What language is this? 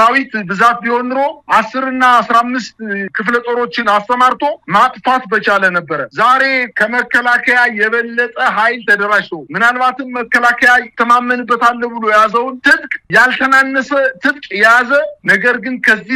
Amharic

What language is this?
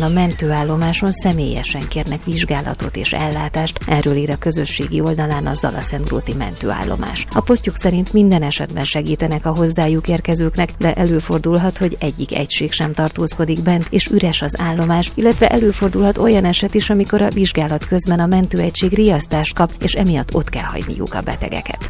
Hungarian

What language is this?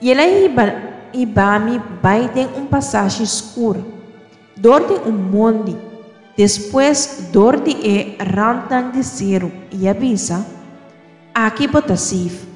Papiamento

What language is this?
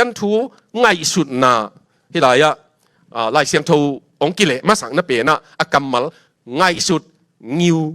Tedim Chin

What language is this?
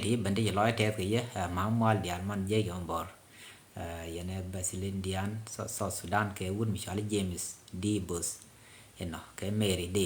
Nuer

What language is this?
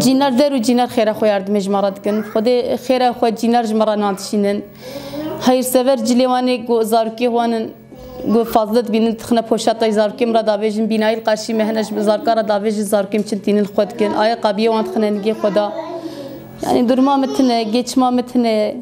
Kurdish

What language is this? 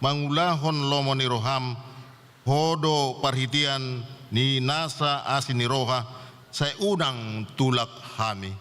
Batak Toba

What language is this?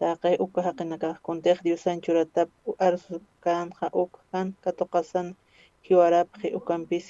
Aymara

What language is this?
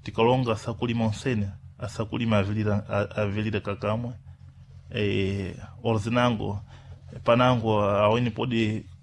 Sena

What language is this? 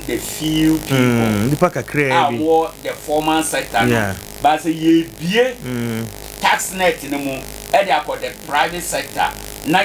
Akan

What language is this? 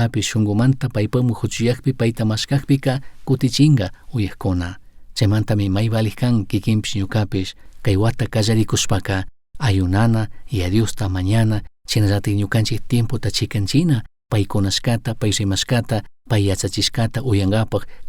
Chimborazo Highland Quichua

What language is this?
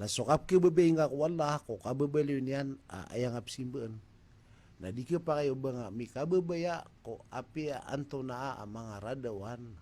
Maranao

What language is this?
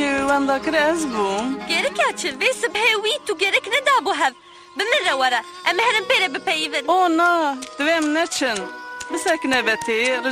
Kurdish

